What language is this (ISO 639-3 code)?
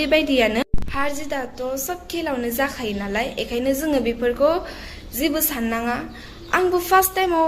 brx